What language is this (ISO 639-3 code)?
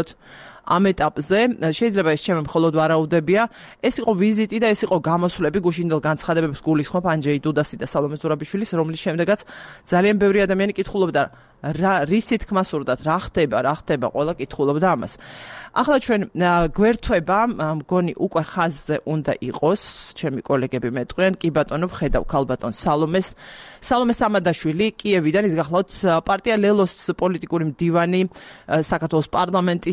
kat